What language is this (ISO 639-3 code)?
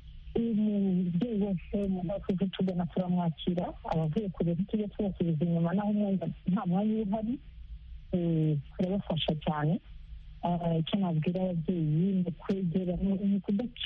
kin